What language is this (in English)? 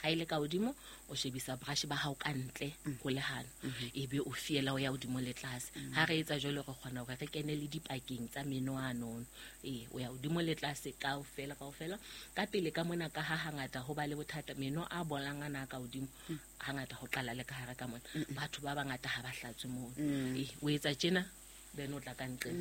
Southern Sotho